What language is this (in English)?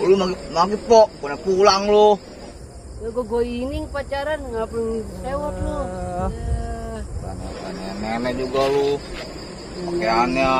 Betawi